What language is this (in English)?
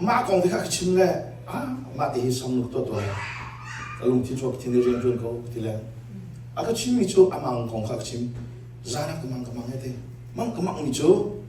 Hakha Chin